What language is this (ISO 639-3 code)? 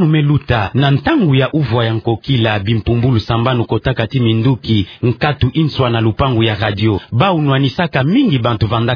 ktu